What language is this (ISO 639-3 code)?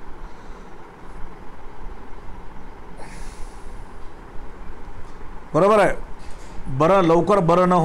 mar